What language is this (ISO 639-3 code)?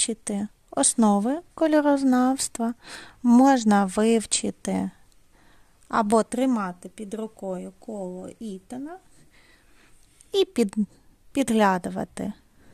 ukr